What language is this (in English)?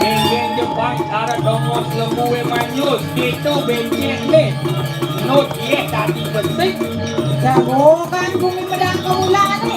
Balinese